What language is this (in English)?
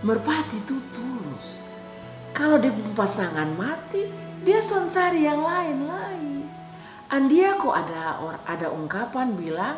Kupang Malay